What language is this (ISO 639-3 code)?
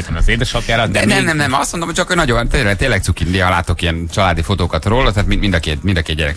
hun